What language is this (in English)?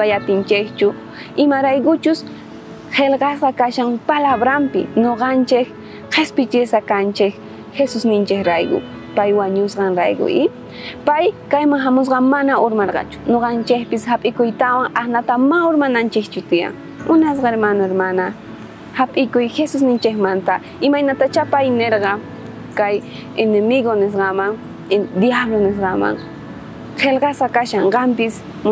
South Bolivian Quechua